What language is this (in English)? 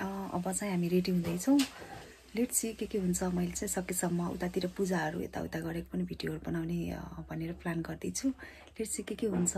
Nepali